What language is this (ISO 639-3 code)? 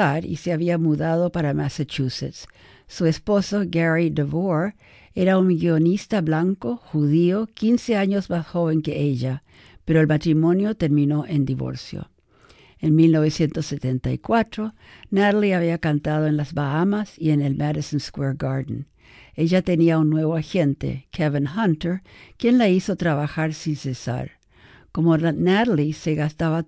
spa